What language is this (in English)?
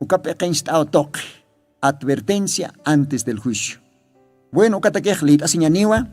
Aymara